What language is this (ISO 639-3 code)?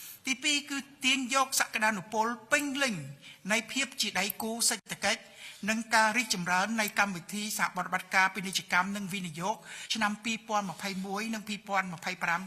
khm